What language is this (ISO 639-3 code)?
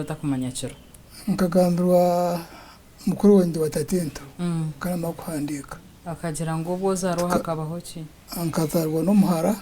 nyn